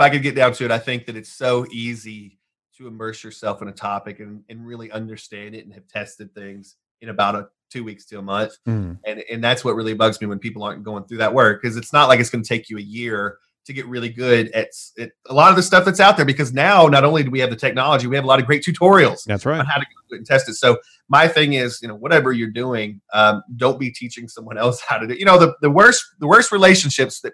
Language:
English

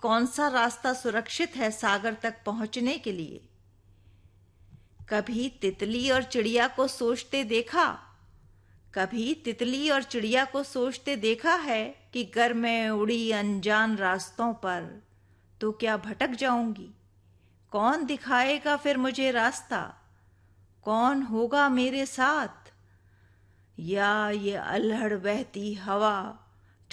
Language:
Hindi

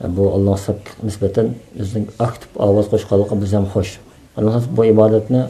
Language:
Uyghur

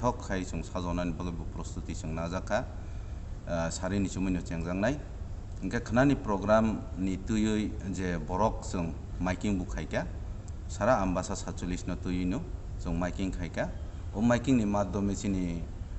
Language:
Kok Borok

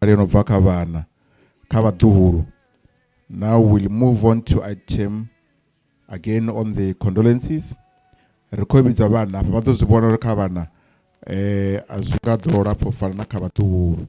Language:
Venda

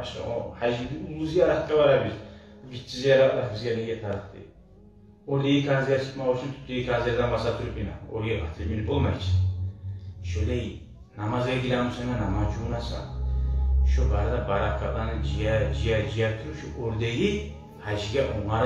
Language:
Kumyk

